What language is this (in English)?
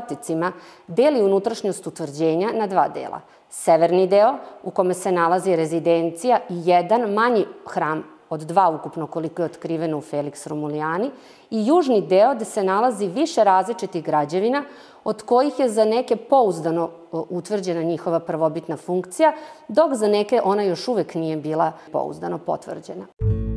Serbian